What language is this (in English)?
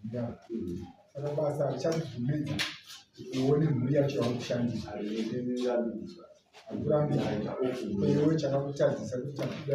Shona